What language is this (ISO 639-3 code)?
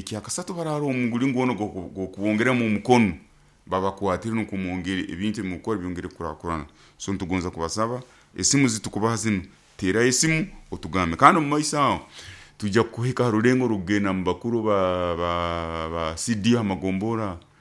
nyo